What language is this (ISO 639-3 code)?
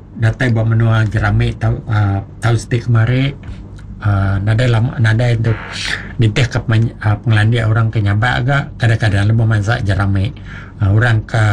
iba